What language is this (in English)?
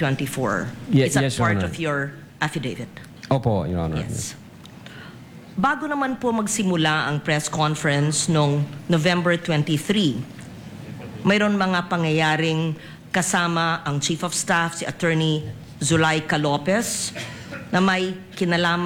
Filipino